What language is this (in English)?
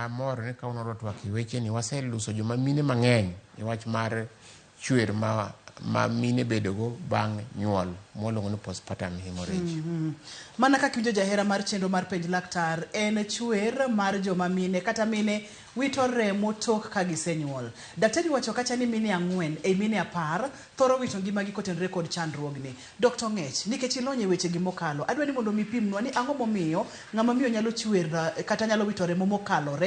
Luo (Kenya and Tanzania)